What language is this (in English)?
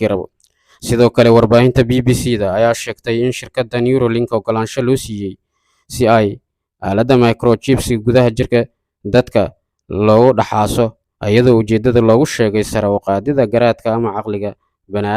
Somali